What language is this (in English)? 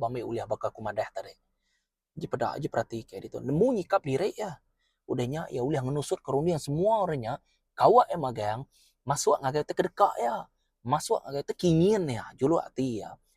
Iban